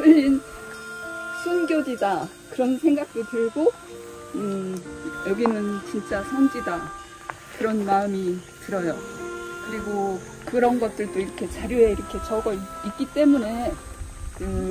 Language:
Korean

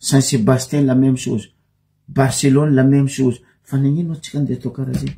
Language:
Malagasy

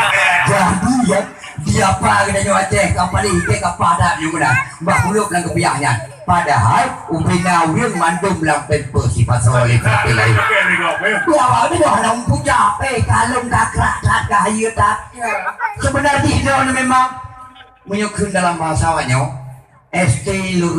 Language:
Achinese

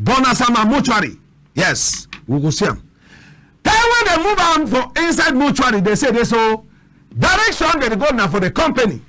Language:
Cameroon Pidgin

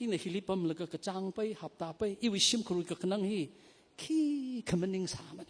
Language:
Tangkhul Naga (India)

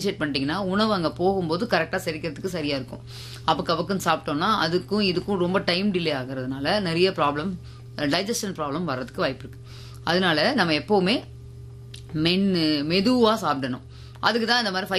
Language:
Tamil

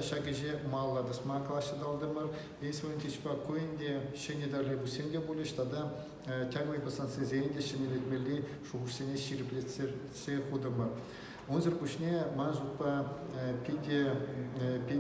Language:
Chuvash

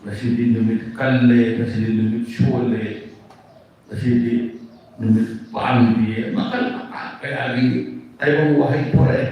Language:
Manipuri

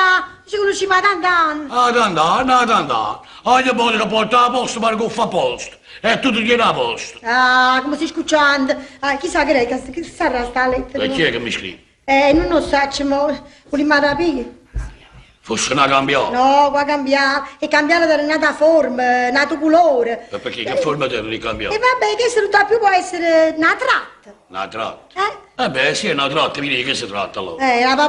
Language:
Neapolitan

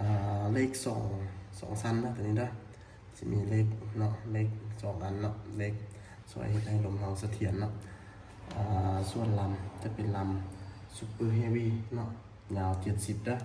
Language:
Lao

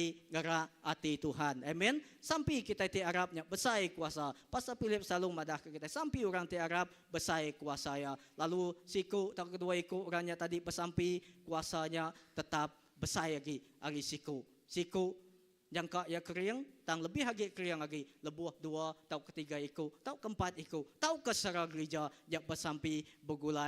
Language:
Iban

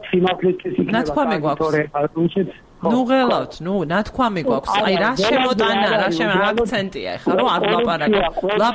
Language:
Georgian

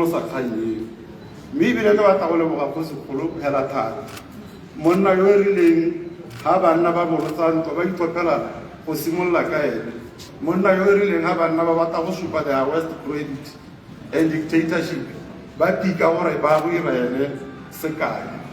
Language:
Tswana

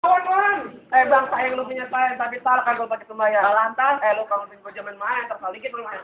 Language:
Betawi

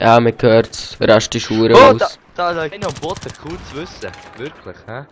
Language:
Swiss German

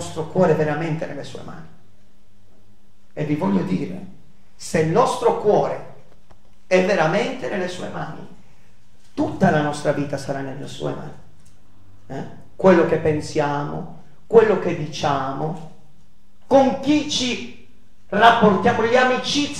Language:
Italian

